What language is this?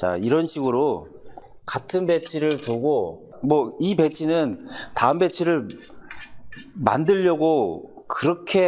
Korean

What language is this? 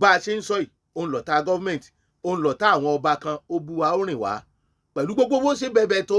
Yoruba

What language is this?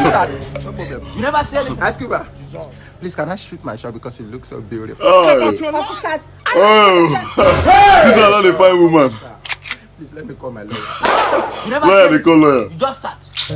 Nigerian Pidgin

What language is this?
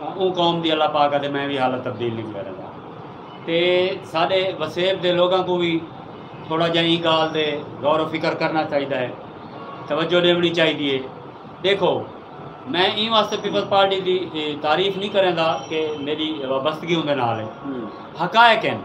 Saraiki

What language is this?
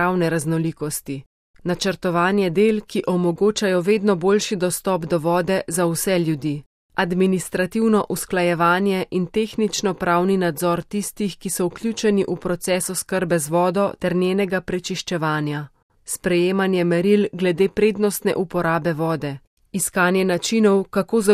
Slovenian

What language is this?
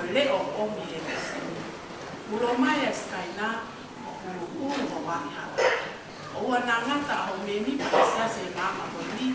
Tongan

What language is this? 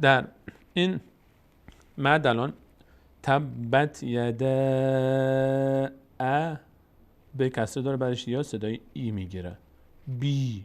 Persian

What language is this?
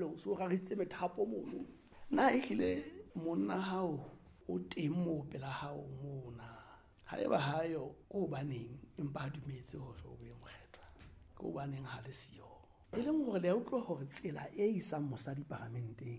Southern Sotho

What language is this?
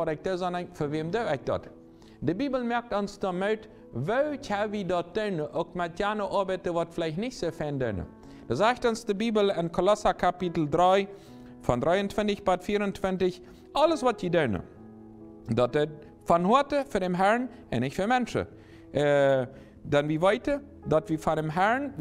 Plautdietsch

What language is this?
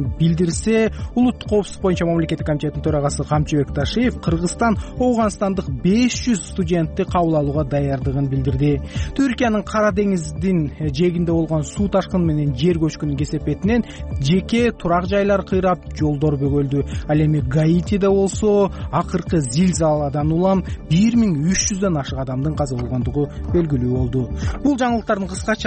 Kyrgyz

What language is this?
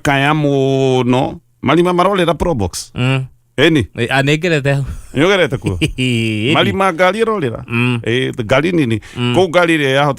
Kikuyu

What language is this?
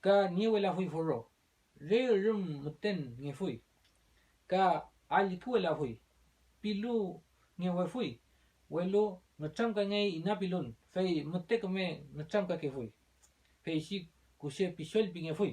Mapuche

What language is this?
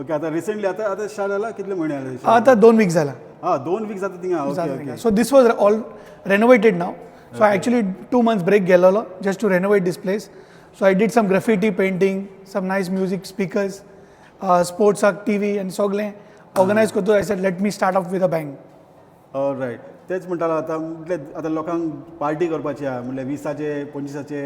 Konkani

